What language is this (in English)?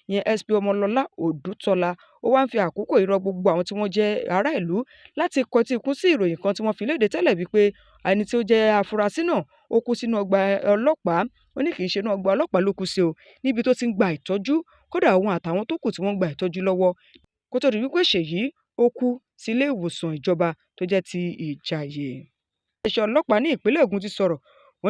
Yoruba